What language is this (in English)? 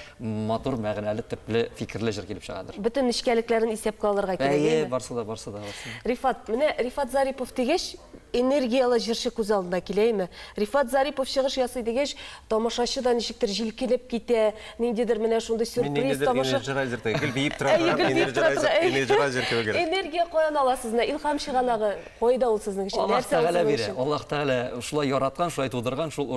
Tatar